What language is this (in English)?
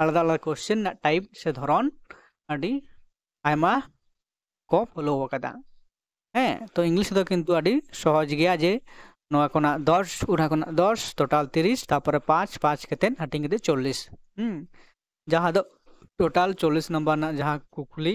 Santali